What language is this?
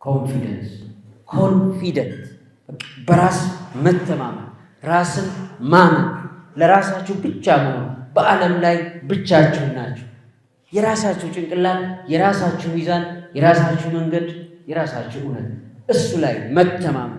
Amharic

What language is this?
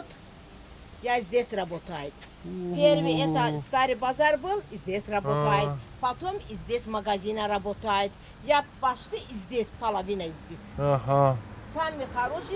Ossetic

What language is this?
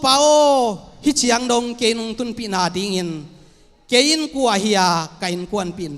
Tedim Chin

